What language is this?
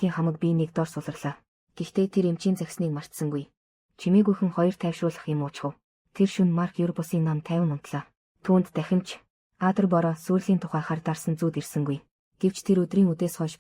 Mongolian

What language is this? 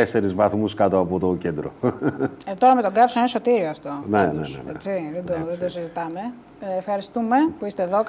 Greek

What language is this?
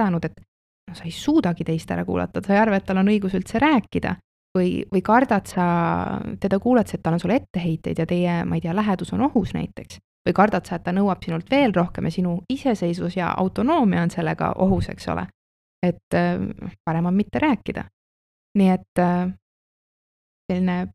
Estonian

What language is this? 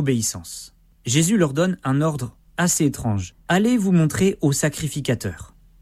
French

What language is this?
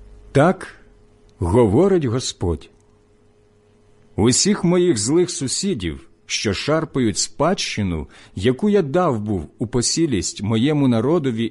Ukrainian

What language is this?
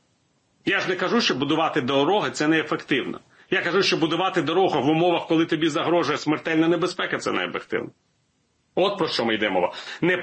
Ukrainian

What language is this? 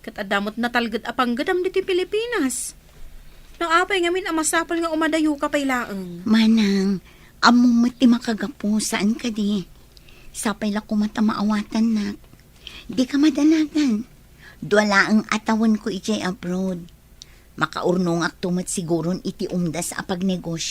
Iloko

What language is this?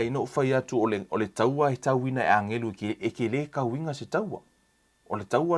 Samoan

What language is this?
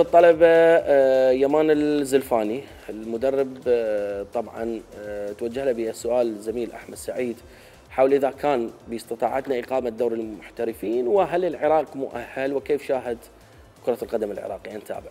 Mesopotamian Arabic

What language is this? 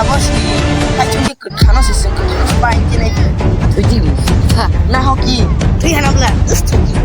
Kok Borok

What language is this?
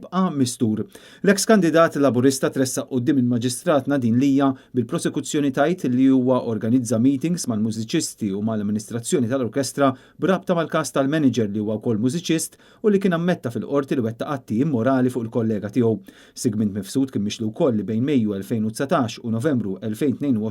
Maltese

